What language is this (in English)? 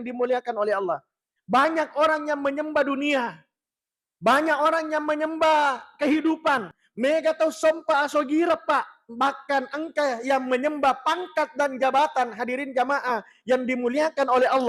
Buginese